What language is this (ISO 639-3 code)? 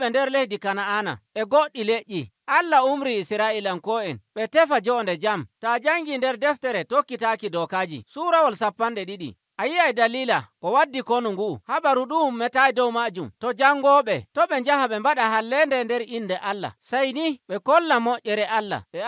fuv